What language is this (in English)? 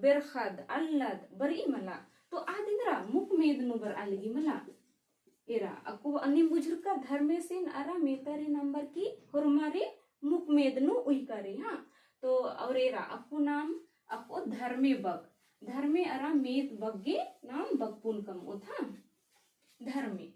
Kurukh